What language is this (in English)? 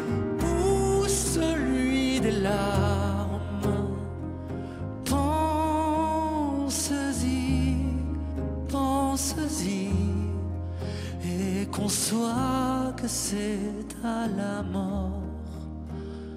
French